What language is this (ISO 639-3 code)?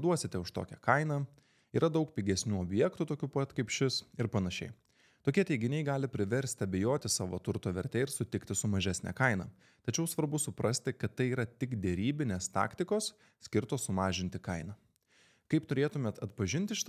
lit